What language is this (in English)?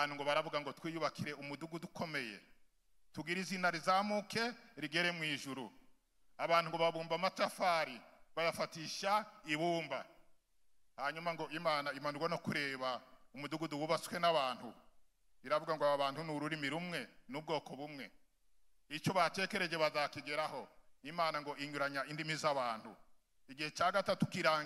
Kinyarwanda